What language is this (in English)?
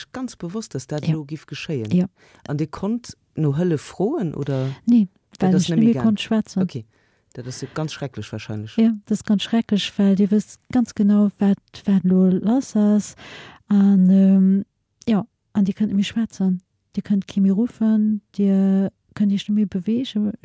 Luxembourgish